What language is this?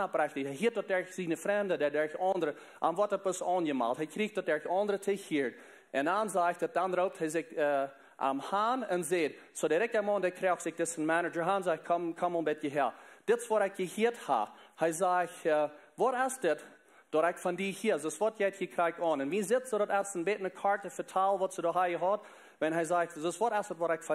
Plautdietsch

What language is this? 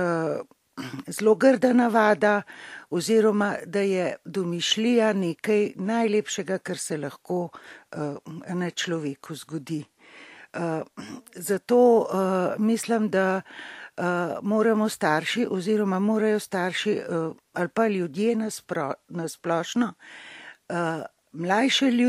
Slovenian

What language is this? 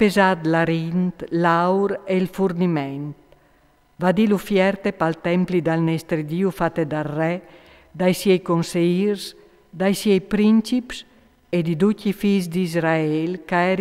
Friulian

